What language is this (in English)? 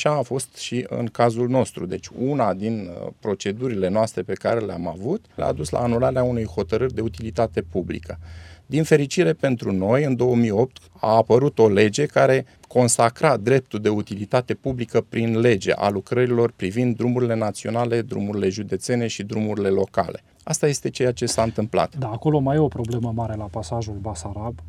Romanian